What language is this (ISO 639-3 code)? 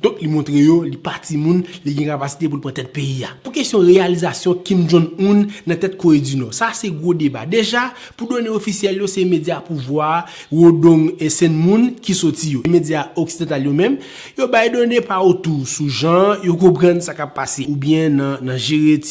hat